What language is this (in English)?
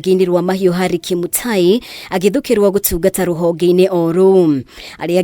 Kikuyu